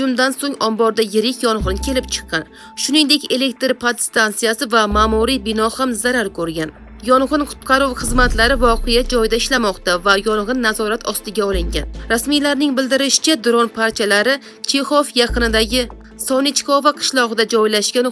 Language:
Uzbek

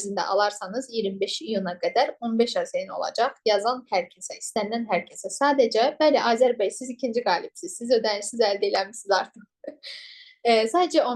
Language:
Azerbaijani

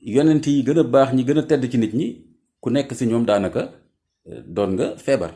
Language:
Wolof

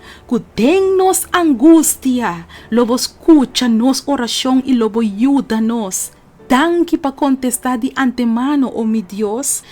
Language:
Papiamento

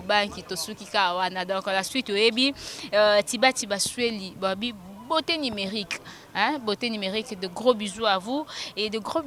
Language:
Lingala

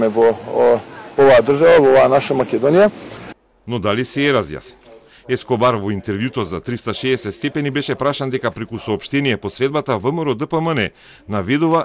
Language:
Macedonian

